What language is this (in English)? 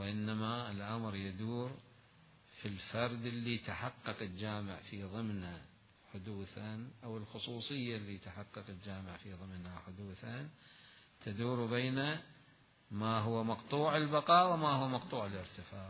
Mesopotamian Arabic